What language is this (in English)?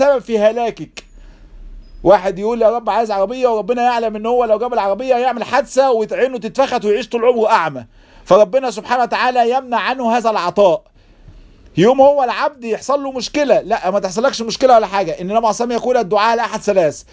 Egyptian Arabic